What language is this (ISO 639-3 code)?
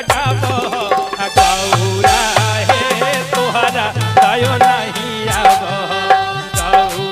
mag